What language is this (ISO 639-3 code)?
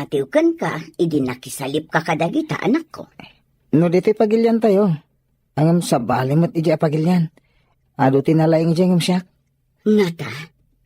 ilo